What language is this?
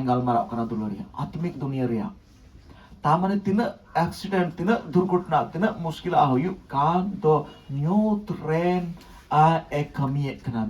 Santali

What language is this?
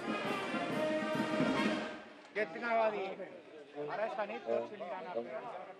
Catalan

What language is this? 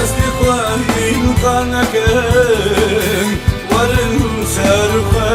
Kurdish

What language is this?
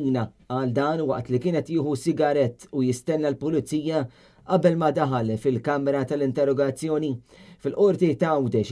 Maltese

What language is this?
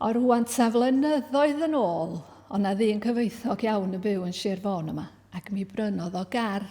Welsh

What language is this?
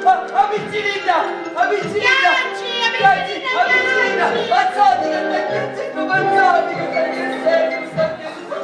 Sicilian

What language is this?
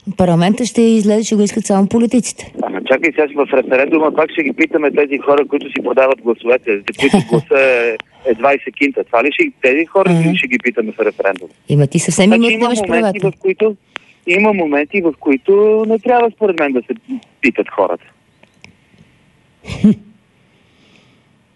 Bulgarian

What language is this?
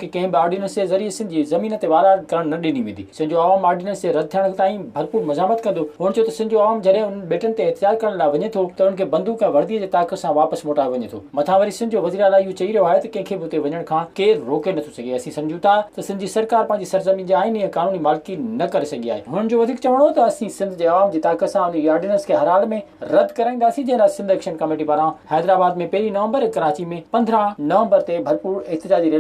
Sindhi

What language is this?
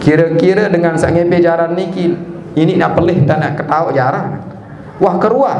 Sasak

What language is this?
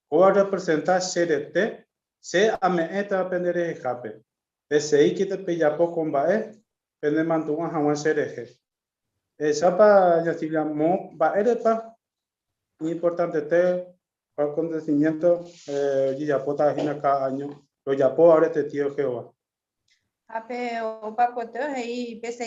Guarani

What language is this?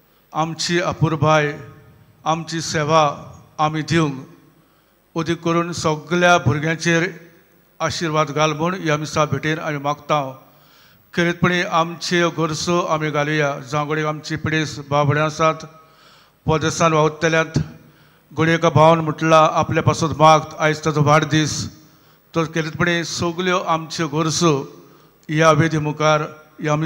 Konkani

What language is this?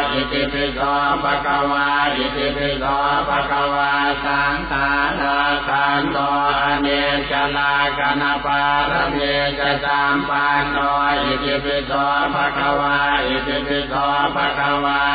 Pali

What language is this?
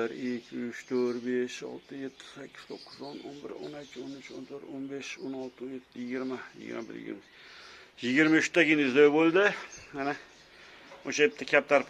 Uzbek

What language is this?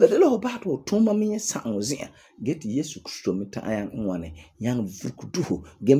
Frafra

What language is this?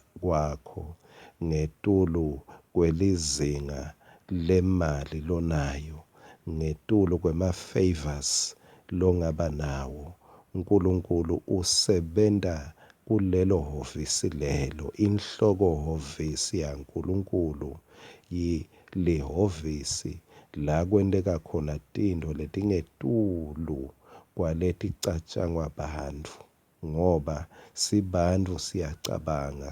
Swati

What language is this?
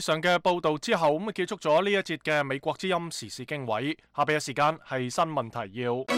Cantonese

